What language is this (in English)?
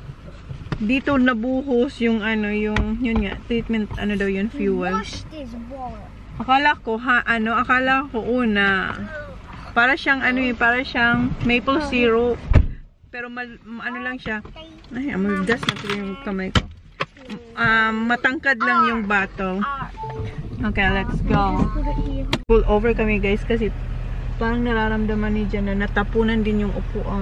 Filipino